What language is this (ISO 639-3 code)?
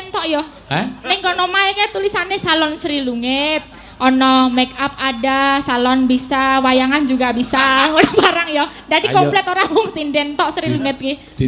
jav